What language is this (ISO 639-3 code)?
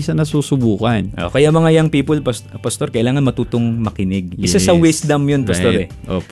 fil